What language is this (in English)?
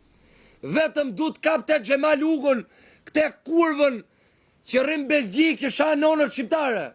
Albanian